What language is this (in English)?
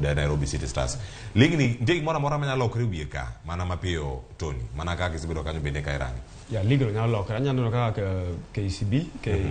Luo (Kenya and Tanzania)